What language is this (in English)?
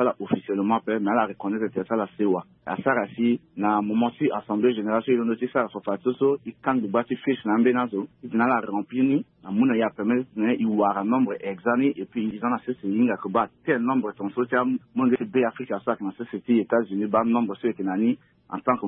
Sango